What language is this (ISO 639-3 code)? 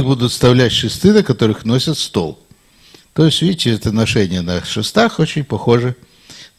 rus